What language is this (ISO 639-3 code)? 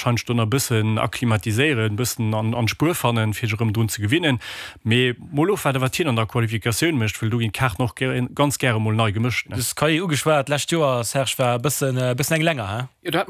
ltz